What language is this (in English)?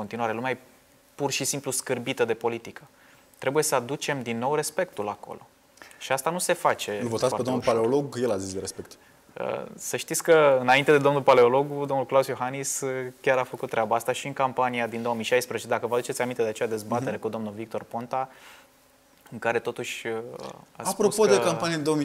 Romanian